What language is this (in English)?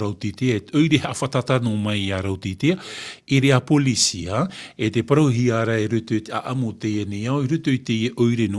Tahitian